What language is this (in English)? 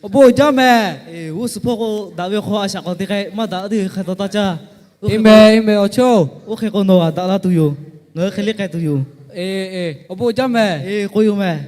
Lahu